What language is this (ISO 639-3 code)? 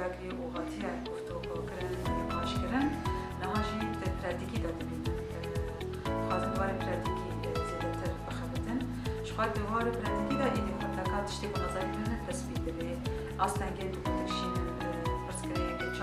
kur